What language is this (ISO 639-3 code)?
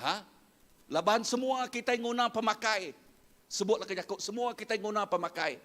iba